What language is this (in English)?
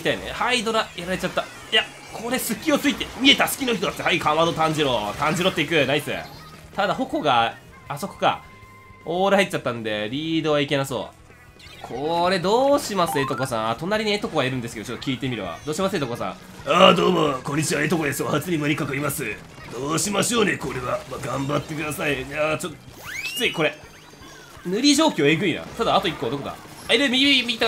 Japanese